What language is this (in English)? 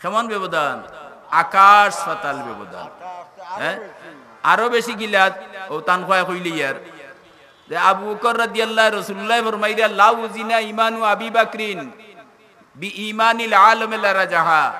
Sylheti